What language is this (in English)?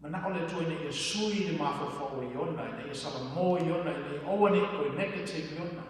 Samoan